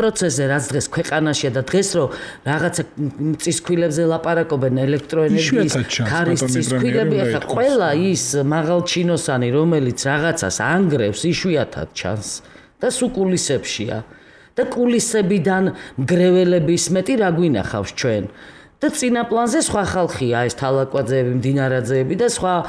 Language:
Georgian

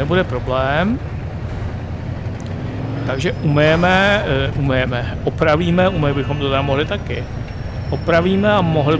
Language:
Czech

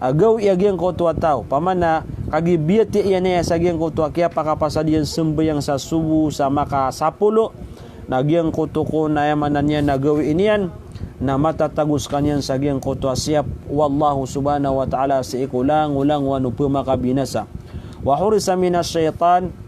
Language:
Maranao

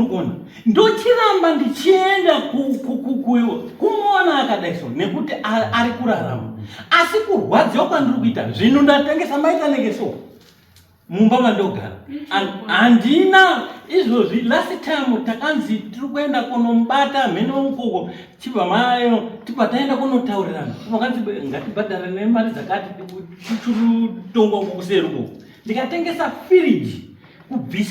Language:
Shona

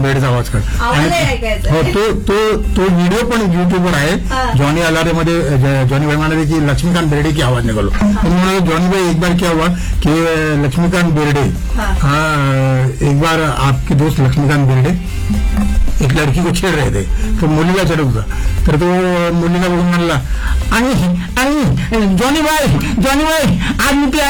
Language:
Marathi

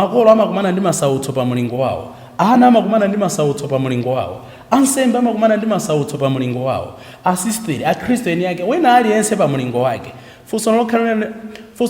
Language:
Nyanja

